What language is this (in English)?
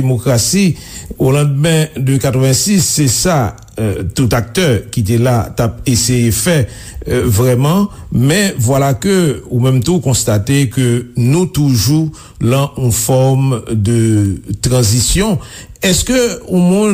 Haitian Creole